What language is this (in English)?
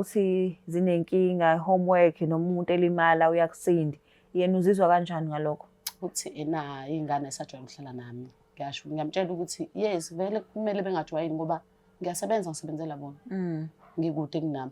Zulu